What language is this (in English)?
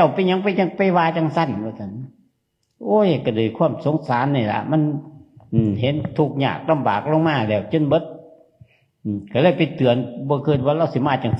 Northeastern Thai